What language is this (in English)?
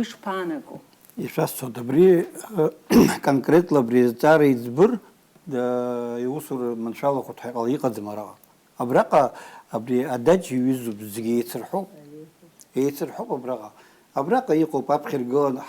Abkhazian